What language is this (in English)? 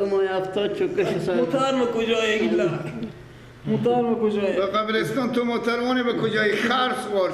Persian